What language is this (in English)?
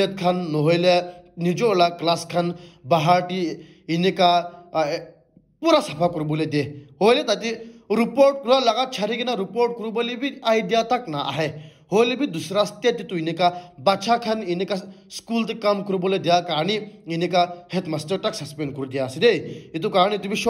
Naga Pidgin